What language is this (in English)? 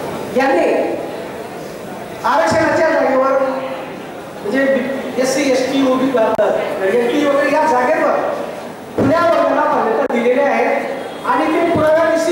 Marathi